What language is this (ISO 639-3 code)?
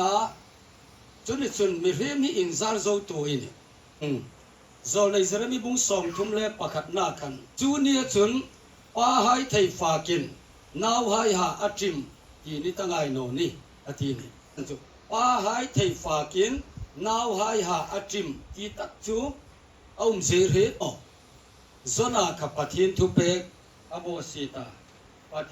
hmr